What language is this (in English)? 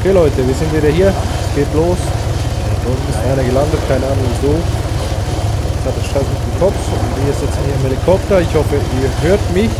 Swiss German